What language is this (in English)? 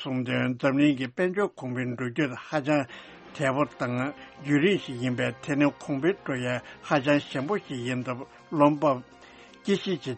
Tibetan